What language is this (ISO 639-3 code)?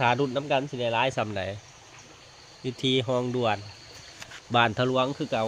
lao